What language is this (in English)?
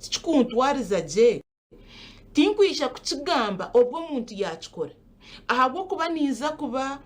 Nyankole